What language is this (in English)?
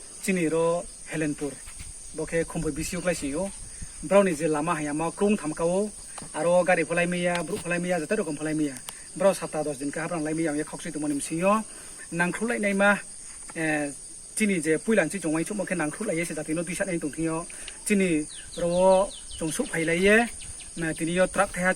Riang (India)